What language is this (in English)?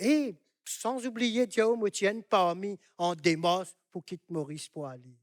Morisyen